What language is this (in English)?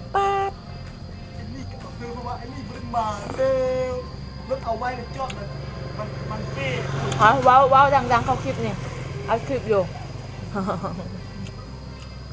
Thai